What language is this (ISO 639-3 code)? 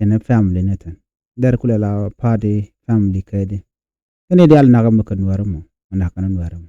nus